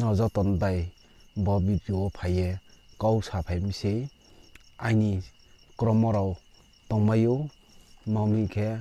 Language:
Riang (India)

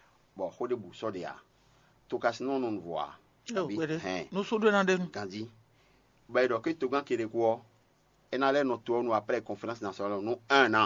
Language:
Fon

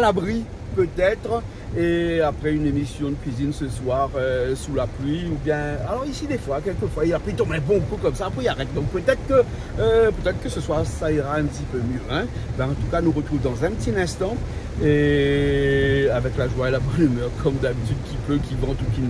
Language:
Réunion Creole French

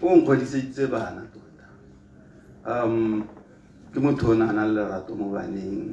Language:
Tswana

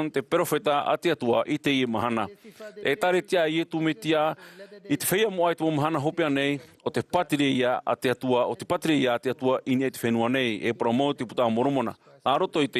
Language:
Tahitian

